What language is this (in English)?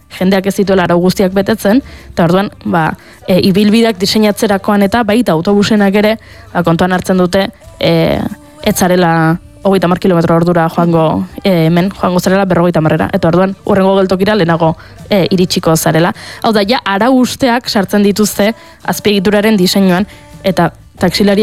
Basque